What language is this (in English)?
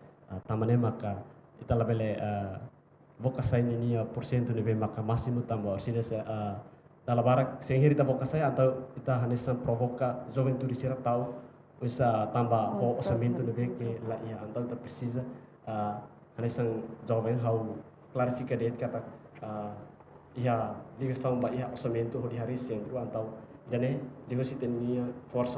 Tetum